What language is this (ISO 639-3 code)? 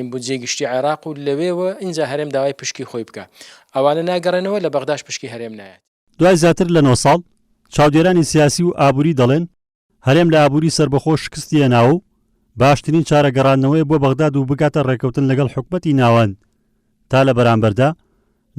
ckb